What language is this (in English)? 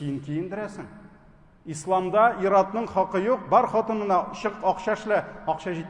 Tatar